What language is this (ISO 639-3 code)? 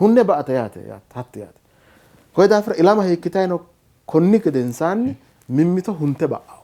sid